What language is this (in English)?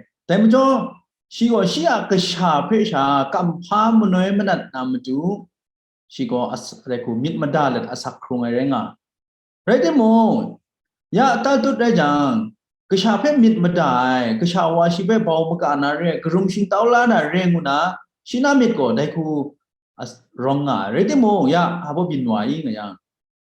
Kachin